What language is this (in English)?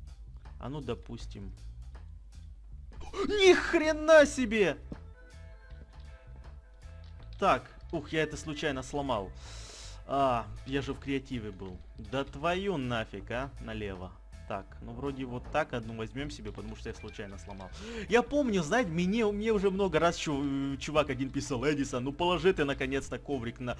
Russian